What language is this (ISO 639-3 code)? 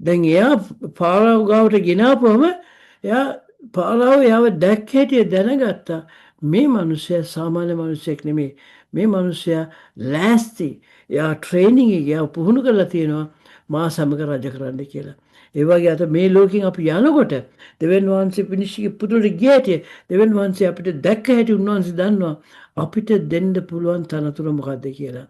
sin